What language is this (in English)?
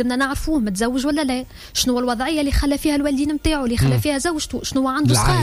Tunisian Arabic